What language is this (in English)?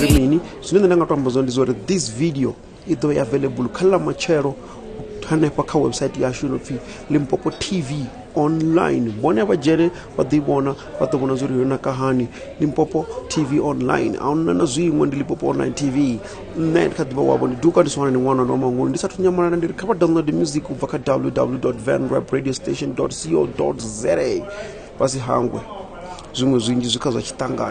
Venda